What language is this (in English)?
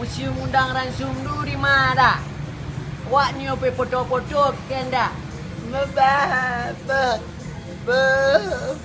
Minangkabau